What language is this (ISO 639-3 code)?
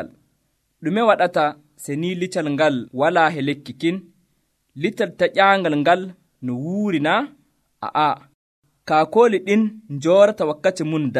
fuv